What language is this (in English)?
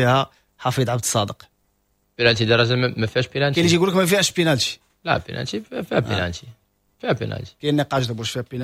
Moroccan Arabic